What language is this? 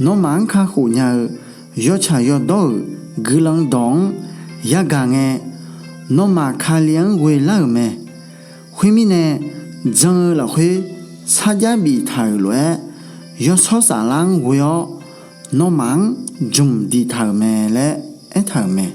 Akha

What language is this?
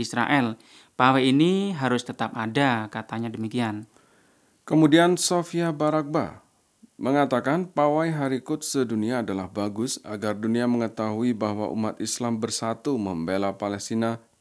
Indonesian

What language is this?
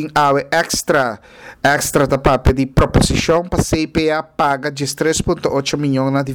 Papiamento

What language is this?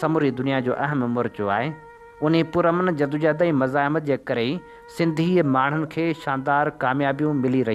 Sindhi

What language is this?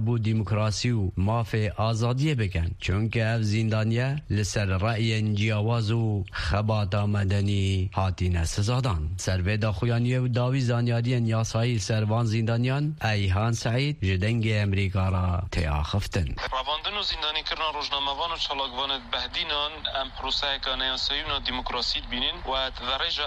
Kurdish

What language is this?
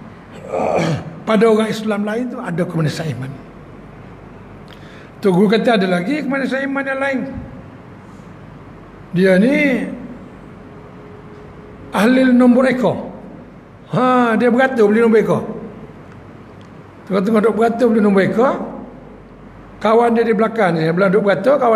Malay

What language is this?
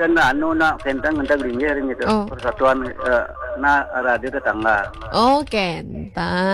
Balinese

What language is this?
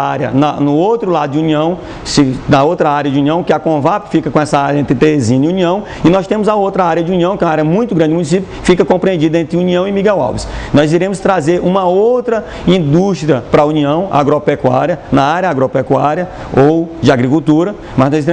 Portuguese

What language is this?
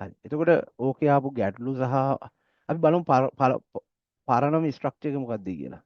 Sinhala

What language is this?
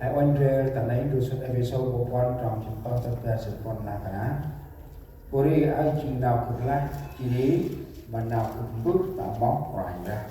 Central Mnong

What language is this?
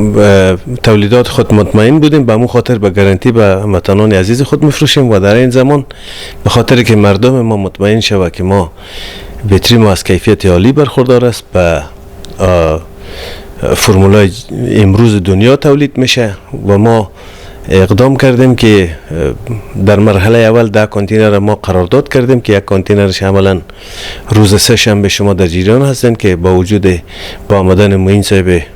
Persian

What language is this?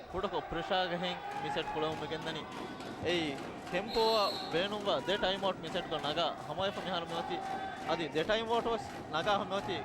Divehi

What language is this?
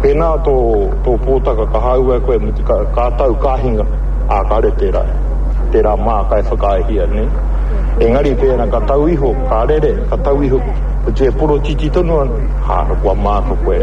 Māori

